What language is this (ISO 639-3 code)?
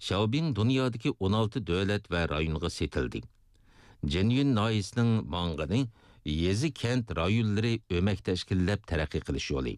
uig